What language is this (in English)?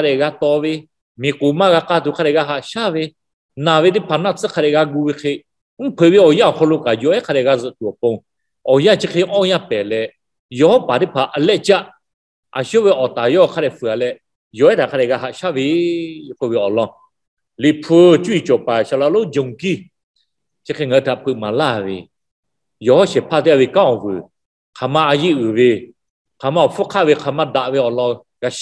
Lahu